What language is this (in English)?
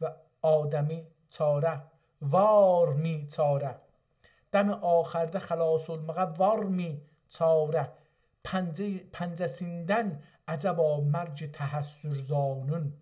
South Azerbaijani